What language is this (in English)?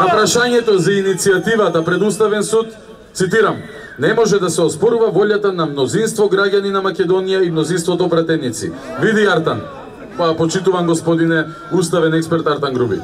Macedonian